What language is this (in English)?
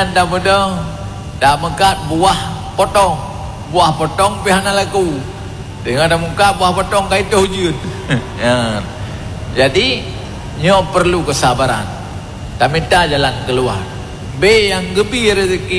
Achinese